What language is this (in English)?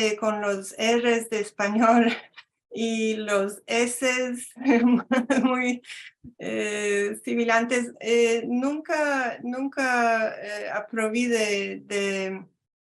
Ladino